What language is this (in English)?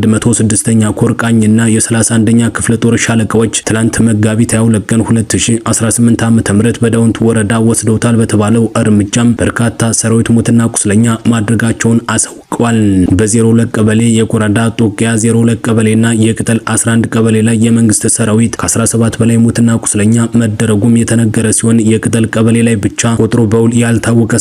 Amharic